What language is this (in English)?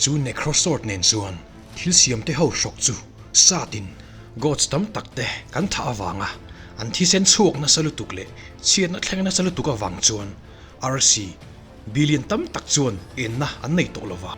Mizo